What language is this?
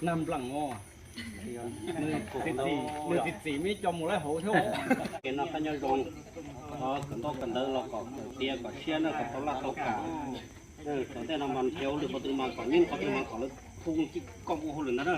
Hmong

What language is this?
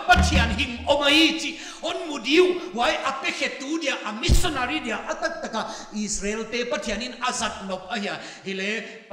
Paite Chin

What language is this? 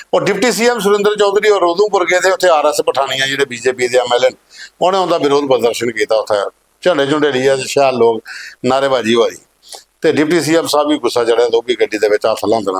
Dogri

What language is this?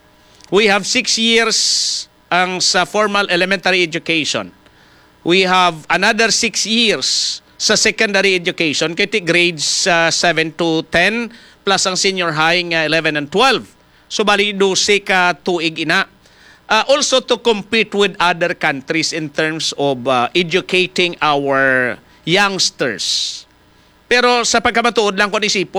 Hiligaynon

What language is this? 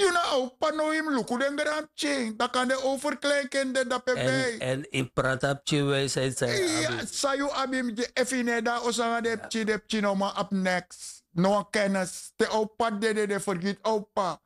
Sranan Tongo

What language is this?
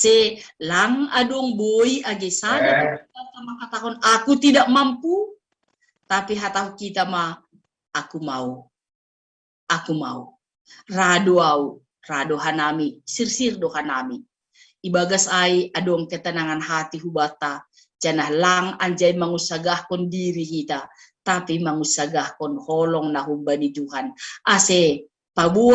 Batak Simalungun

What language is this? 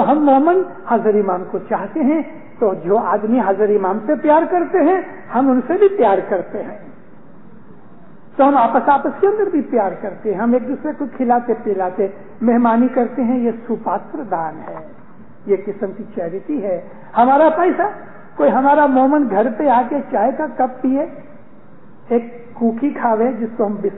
Urdu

